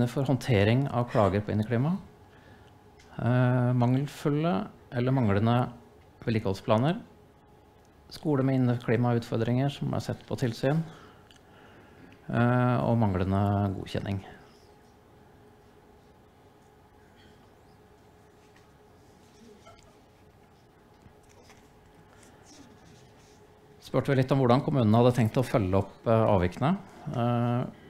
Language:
Norwegian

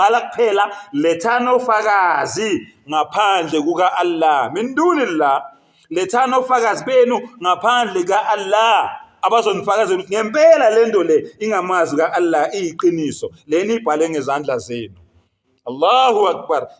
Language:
Zulu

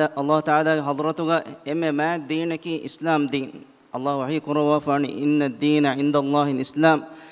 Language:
Divehi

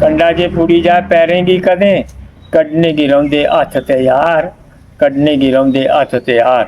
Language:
Dogri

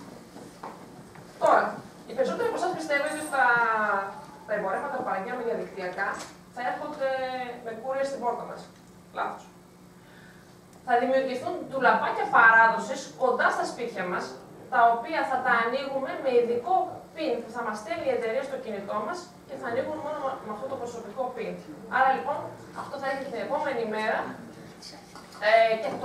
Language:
Greek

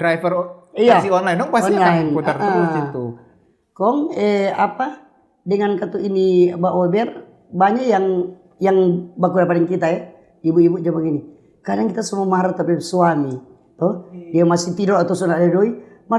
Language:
Manado Malay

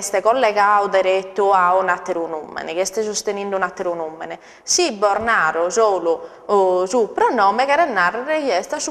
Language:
Sardinian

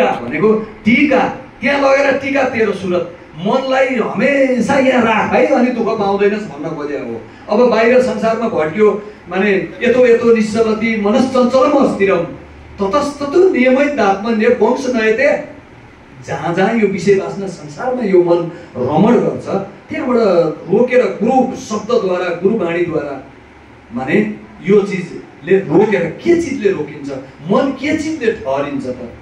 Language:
Nepali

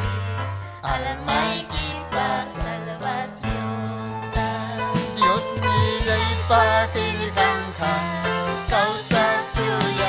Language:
Ayacucho Quechua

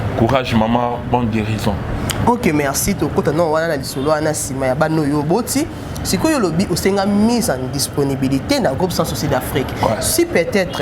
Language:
Lingala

